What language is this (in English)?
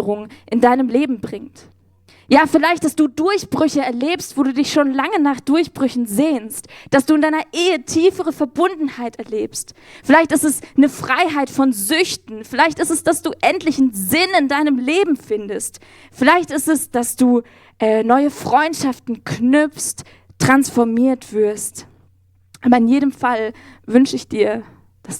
Swiss German